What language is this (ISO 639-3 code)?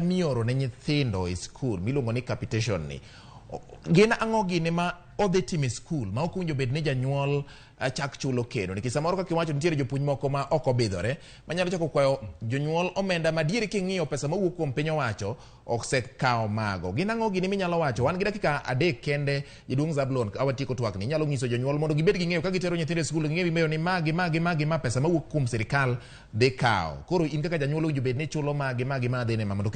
luo